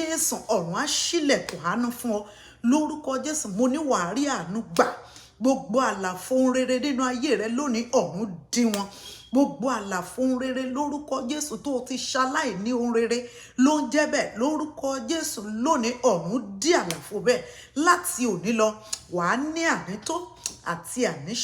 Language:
Yoruba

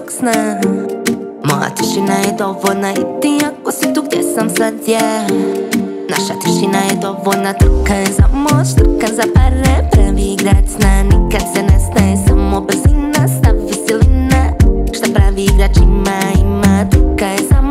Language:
Croatian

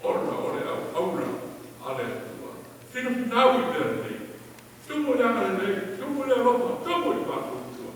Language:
Samoan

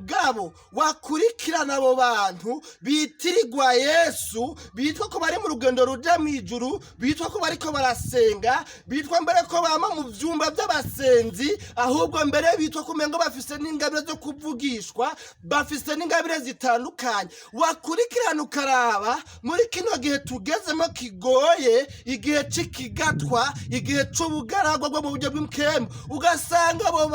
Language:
Rundi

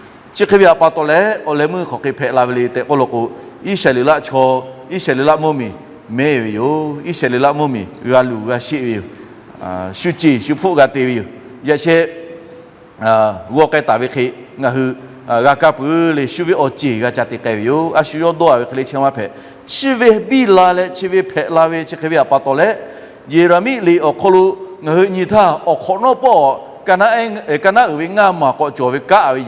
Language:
Lahu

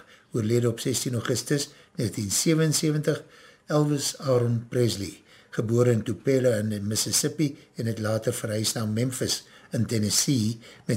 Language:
Afrikaans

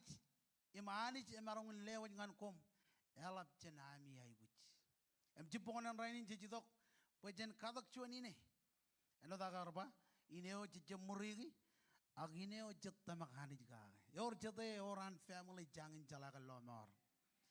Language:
Marshallese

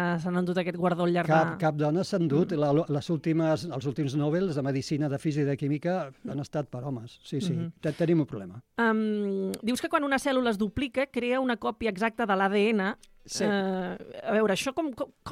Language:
Catalan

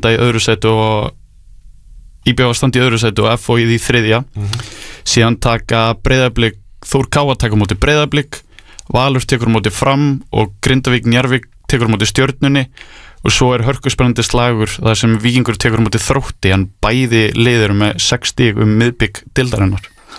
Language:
Icelandic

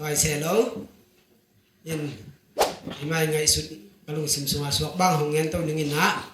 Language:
Tedim Chin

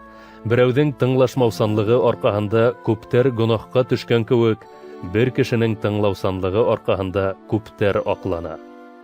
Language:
Bashkir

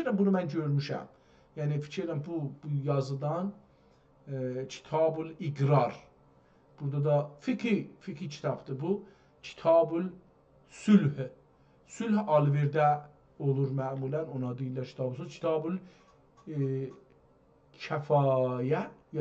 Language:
South Azerbaijani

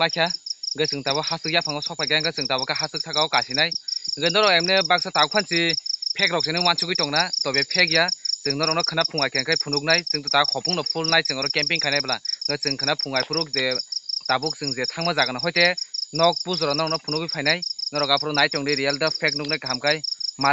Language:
Kok Borok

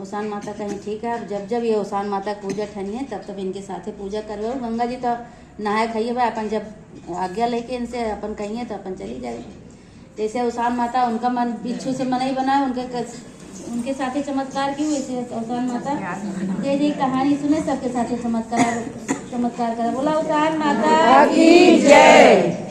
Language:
Awadhi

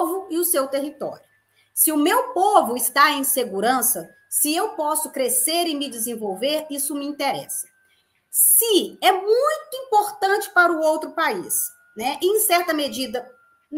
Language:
Portuguese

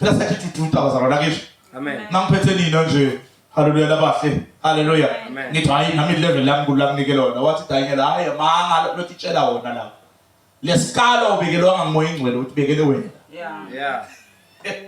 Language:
Zulu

